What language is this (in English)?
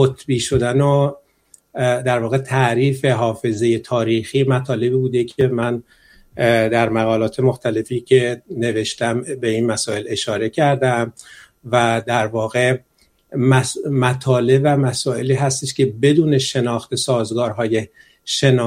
Persian